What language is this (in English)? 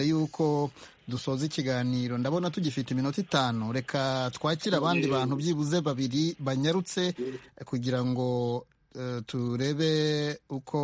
Kinyarwanda